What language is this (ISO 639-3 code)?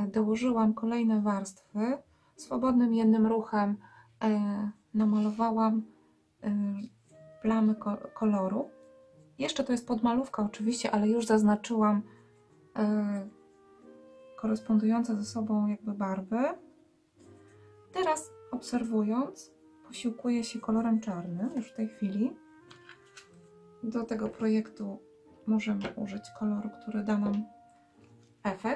pol